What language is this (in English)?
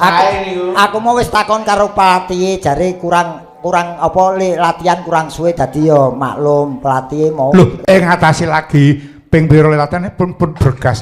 Javanese